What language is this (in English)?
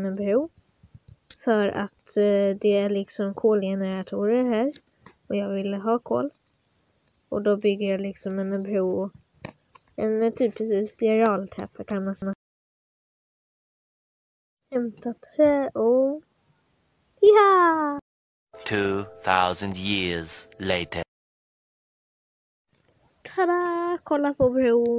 Swedish